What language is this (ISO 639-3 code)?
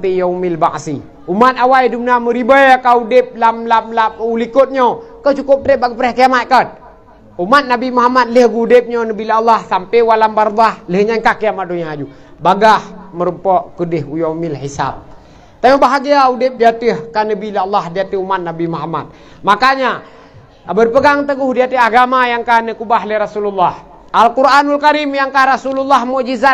ace